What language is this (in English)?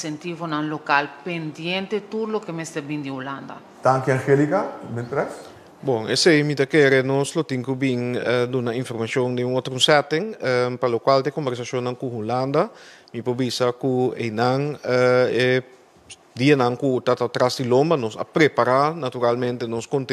Papiamento